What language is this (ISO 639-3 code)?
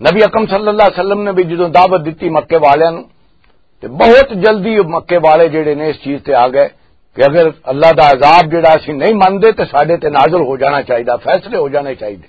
lah